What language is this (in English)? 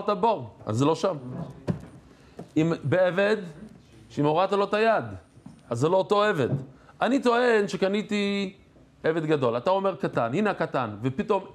Hebrew